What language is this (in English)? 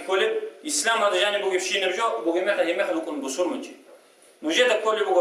Avaric